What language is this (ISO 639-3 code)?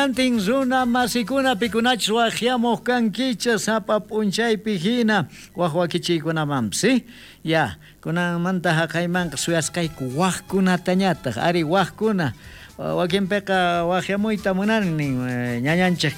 quh